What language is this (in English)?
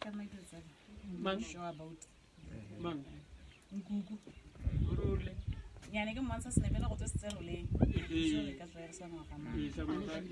Tswana